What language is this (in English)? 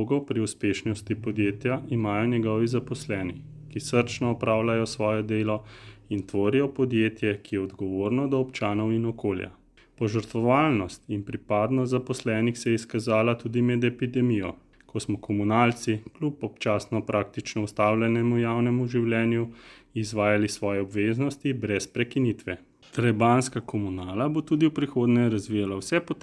Slovenian